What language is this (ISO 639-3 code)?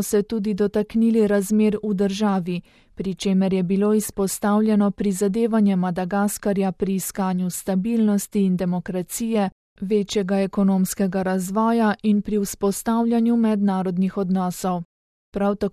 slv